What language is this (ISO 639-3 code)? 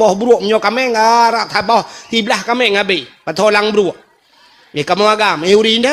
ace